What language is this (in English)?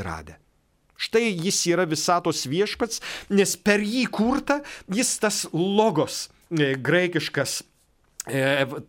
Lithuanian